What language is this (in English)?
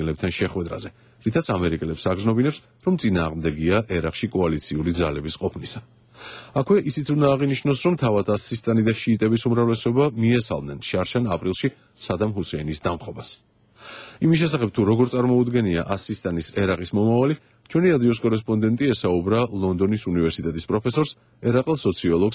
Georgian